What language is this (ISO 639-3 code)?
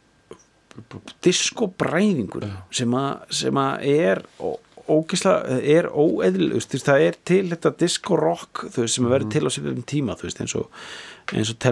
isl